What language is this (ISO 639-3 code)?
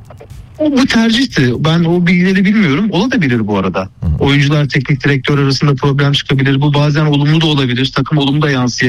tur